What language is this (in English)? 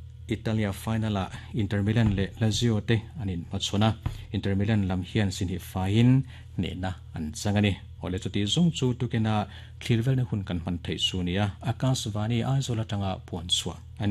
Mizo